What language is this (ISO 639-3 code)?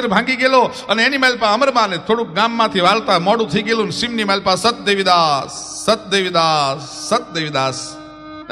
guj